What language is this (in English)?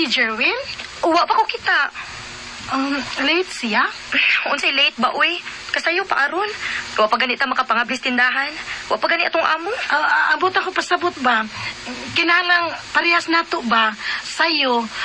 Cebuano